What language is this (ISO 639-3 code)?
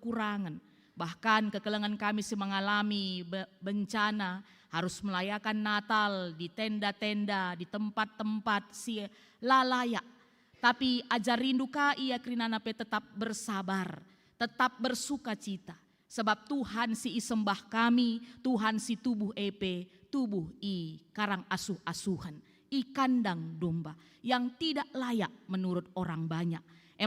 btx